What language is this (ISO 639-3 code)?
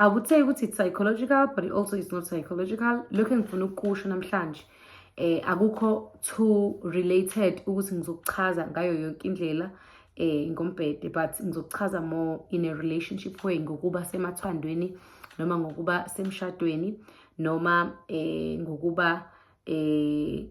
zul